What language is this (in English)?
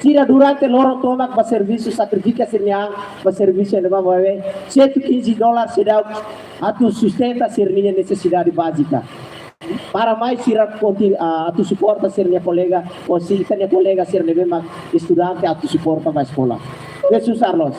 Tetum